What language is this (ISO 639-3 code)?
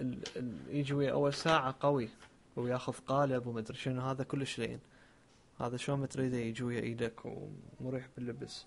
acm